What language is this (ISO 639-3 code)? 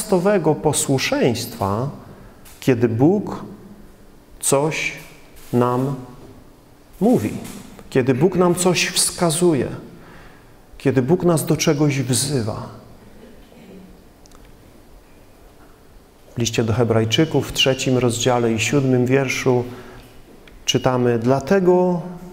pol